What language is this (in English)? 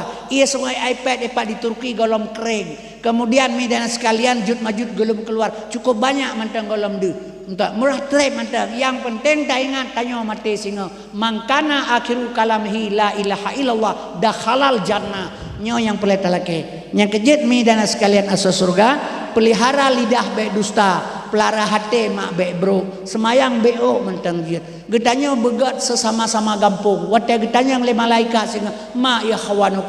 Achinese